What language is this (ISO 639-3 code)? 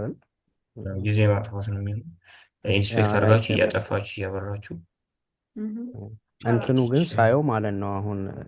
amh